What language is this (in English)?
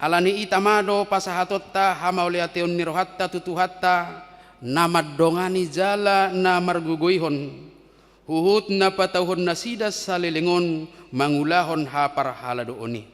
Batak Toba